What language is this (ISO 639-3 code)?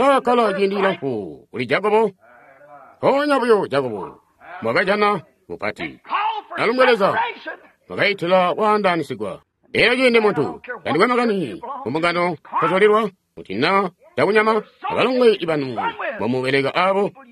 toi